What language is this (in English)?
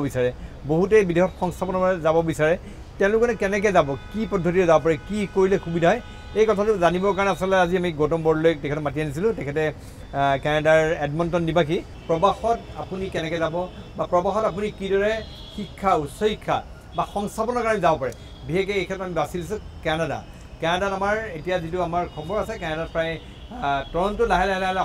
Assamese